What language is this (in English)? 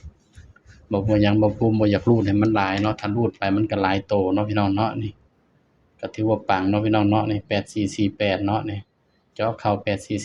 Northeastern Thai